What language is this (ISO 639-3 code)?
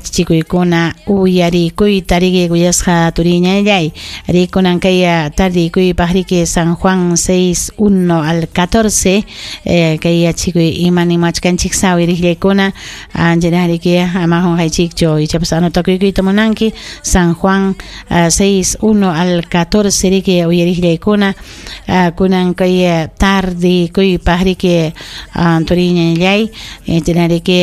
quy